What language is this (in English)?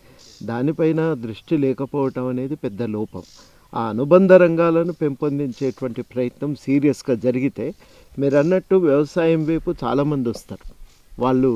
Telugu